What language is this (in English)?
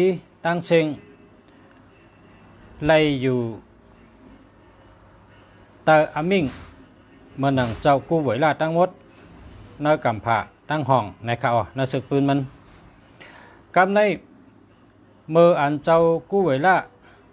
Shan